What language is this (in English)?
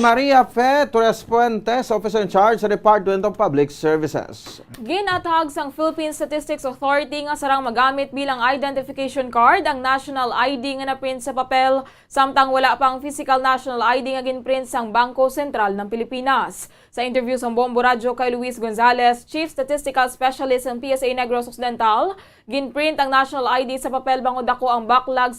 Hiligaynon